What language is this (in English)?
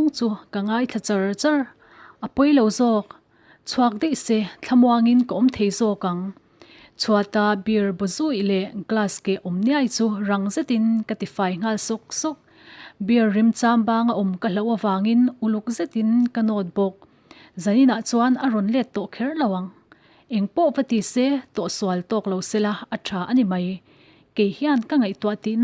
Mizo